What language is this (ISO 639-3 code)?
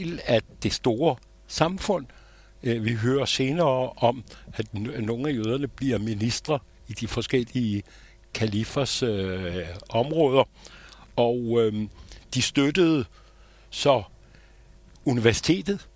dan